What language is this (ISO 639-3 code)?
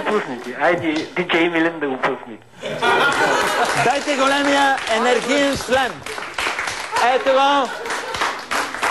bul